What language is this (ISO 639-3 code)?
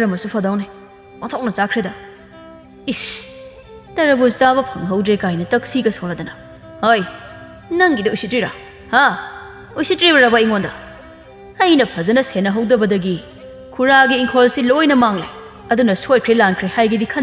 mni